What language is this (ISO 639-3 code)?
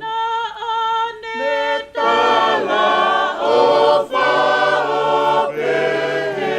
ton